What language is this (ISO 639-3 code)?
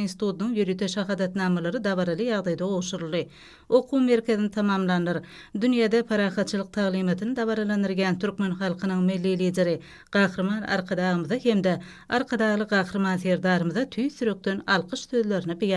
tuk